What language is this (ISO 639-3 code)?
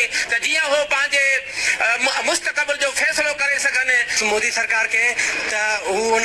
snd